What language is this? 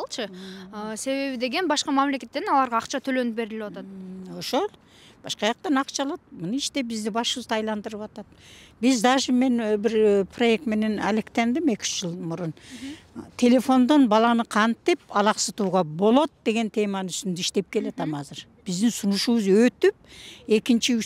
Kyrgyz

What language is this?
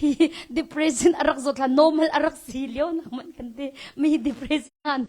Hakha Chin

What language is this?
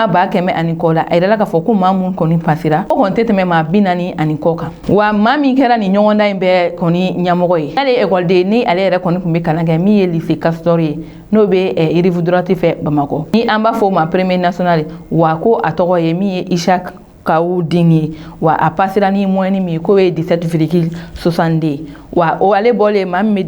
Bambara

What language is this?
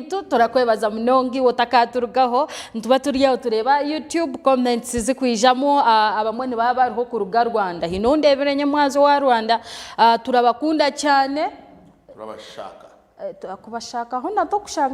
Nyankole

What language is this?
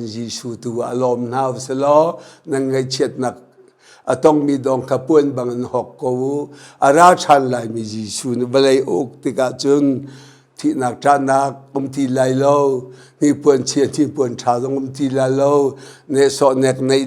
Hakha Chin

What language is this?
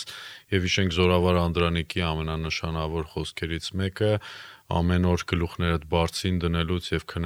Armenian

